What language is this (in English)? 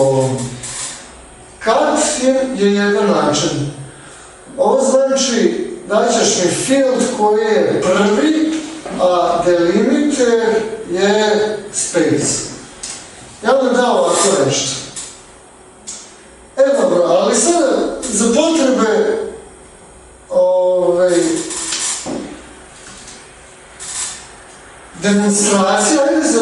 Serbian